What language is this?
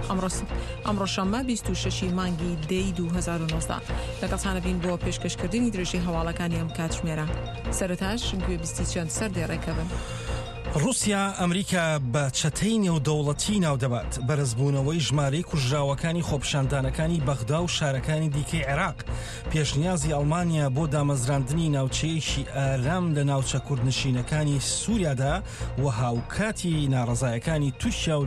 Central Kurdish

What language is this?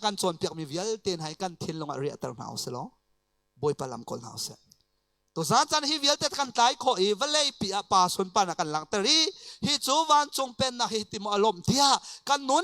Hakha Chin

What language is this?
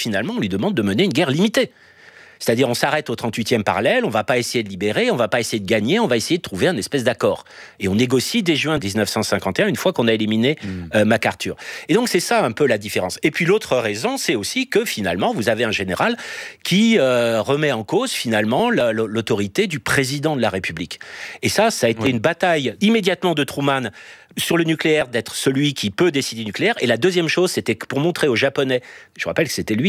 French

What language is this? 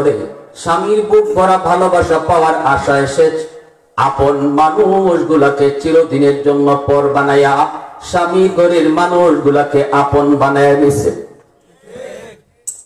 Bangla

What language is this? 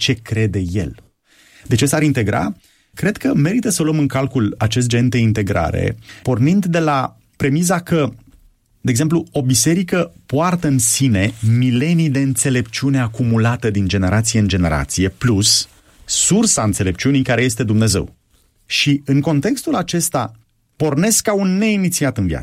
Romanian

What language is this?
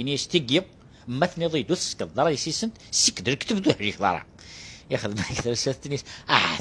Kabyle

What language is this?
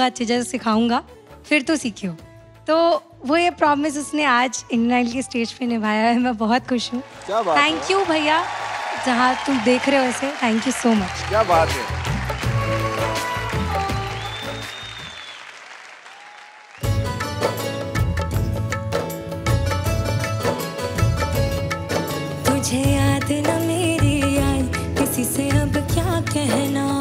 Hindi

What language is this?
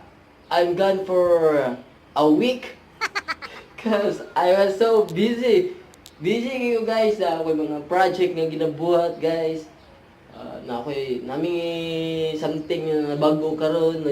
Cebuano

